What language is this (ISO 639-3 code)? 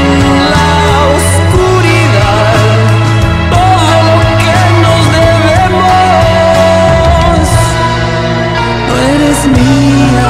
spa